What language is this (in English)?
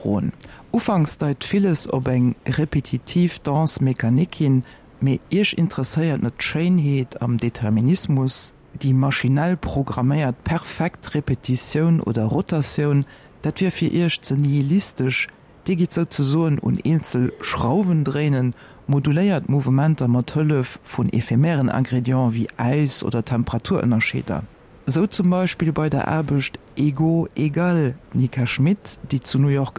Luxembourgish